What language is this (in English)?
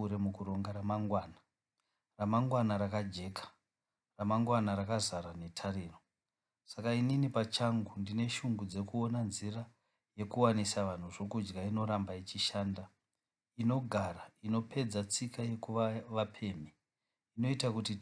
Shona